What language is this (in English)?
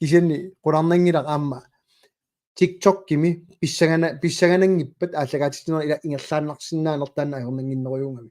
Kalaallisut